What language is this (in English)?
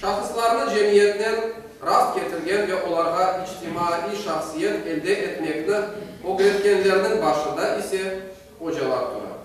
Crimean Tatar